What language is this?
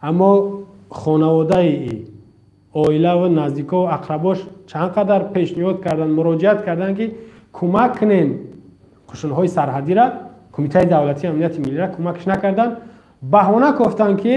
Tajik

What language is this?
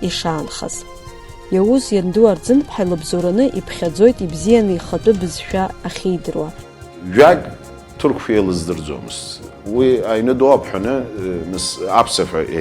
Abkhazian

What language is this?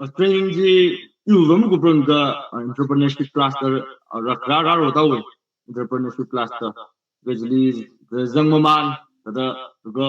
Tangkhul Naga (India)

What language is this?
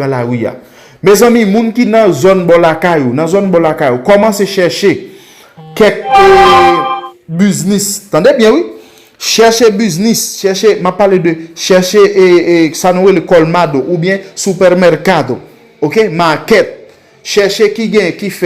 Haitian Creole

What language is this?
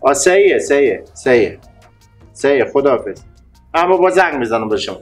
Persian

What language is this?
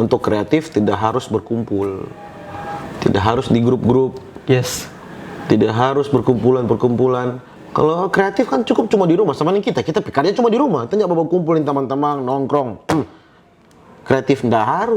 Manado Malay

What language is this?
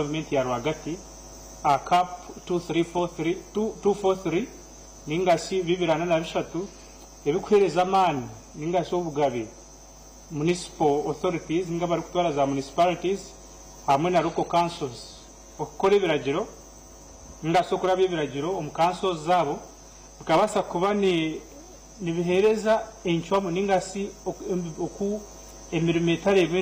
Nyankole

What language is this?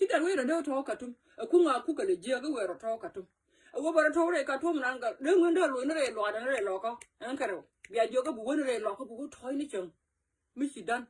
Nuer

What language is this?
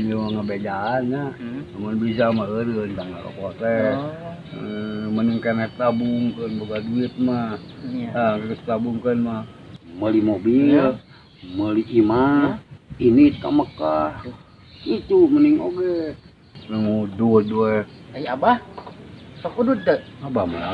Sundanese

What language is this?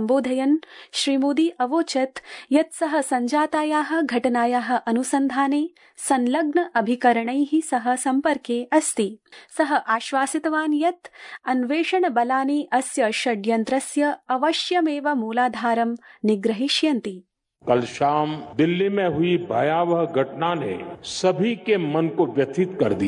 Sanskrit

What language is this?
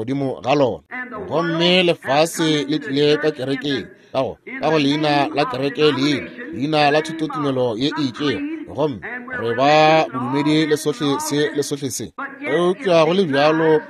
Northern Sotho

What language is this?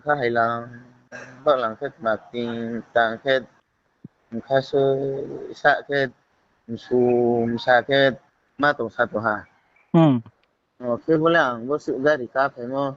Riang (India)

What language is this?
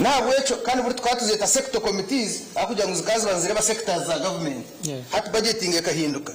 Nyankole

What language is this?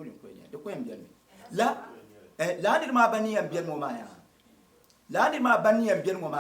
Dagbani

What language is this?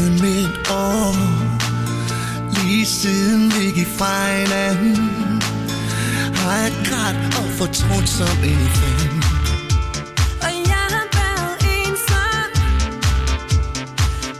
Danish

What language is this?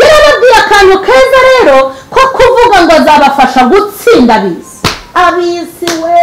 Kinyarwanda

